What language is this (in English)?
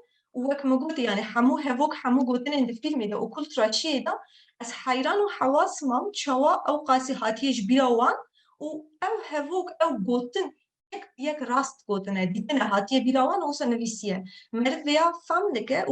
Kurdish